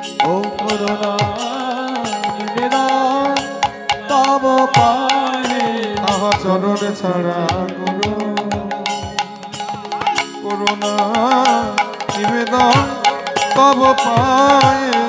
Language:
Bangla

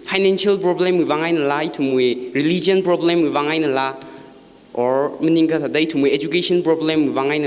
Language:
Tangkhul Naga (India)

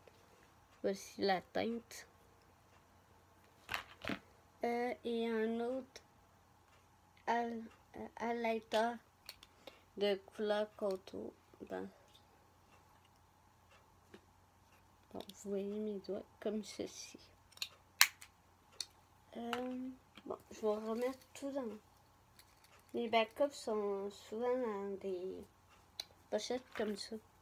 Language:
French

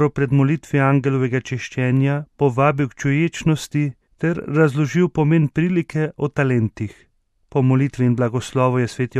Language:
Slovenian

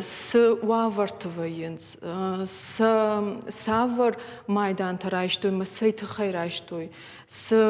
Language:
Ossetic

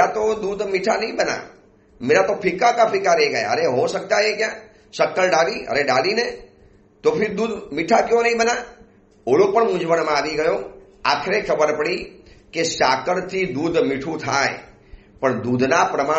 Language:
Gujarati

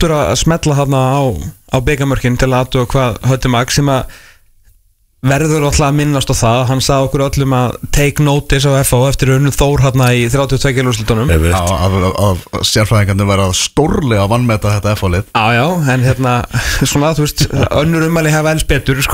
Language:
Icelandic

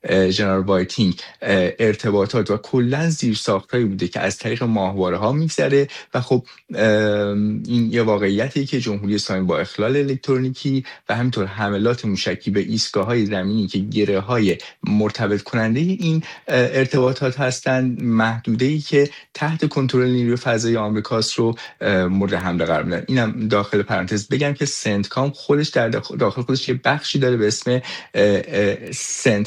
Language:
Persian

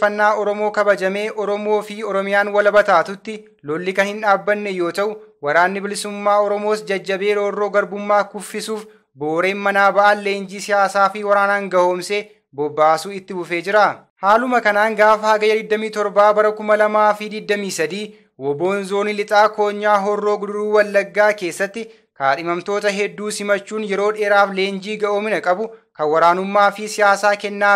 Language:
Oromo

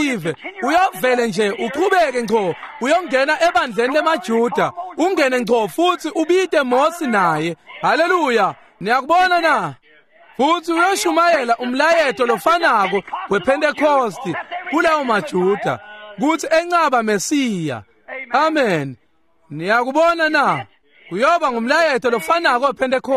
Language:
Swati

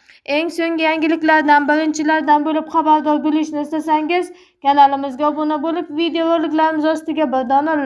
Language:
Uzbek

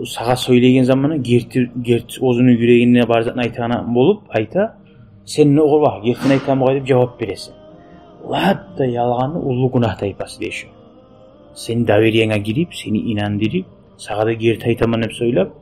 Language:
Kumyk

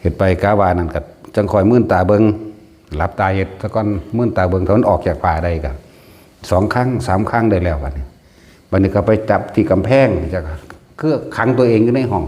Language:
Northeastern Thai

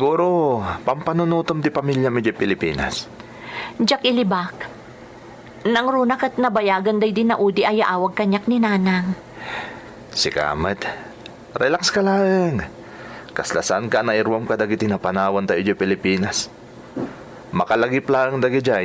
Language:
Iloko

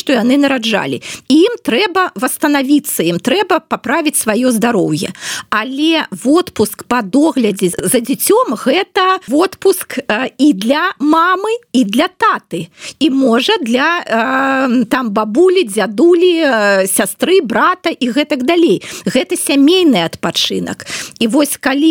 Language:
Belarusian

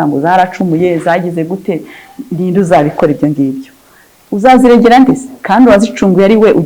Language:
Kinyarwanda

